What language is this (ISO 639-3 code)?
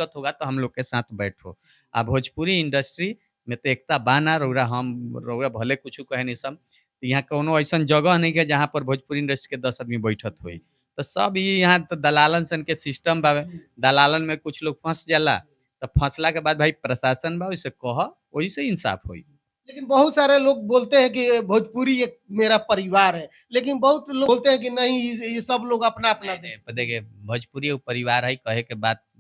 bho